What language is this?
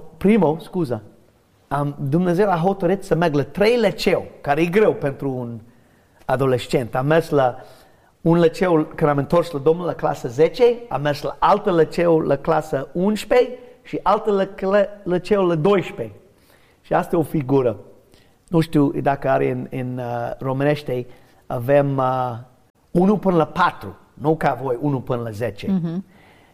Romanian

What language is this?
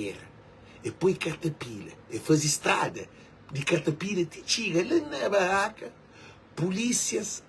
Kabuverdianu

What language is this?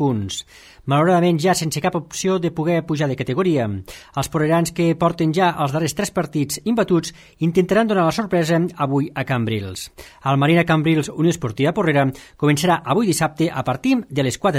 Catalan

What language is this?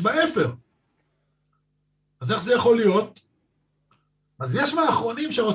Hebrew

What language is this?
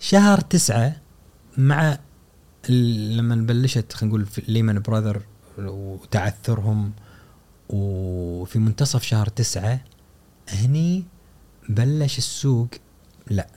Gulf Arabic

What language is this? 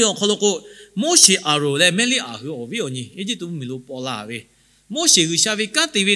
Lahu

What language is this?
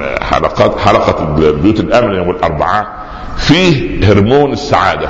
Arabic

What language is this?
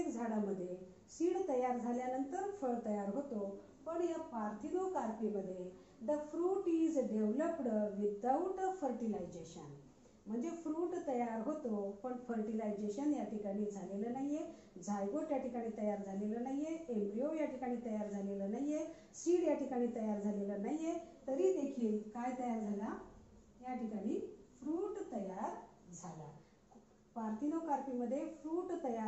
Marathi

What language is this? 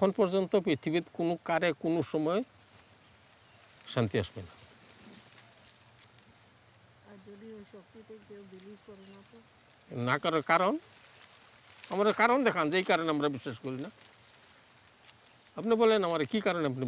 Bangla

